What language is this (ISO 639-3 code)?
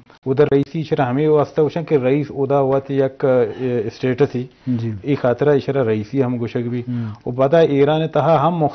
bgp